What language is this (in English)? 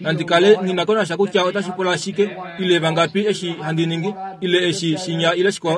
Kuanyama